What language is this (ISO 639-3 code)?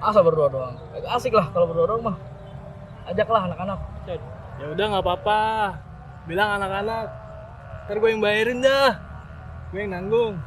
bew